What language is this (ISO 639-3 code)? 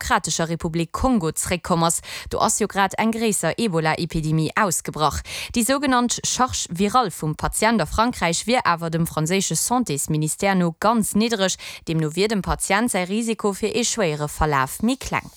ltz